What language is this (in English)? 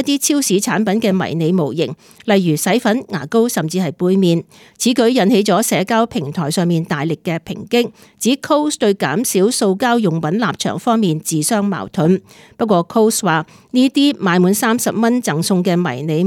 Cantonese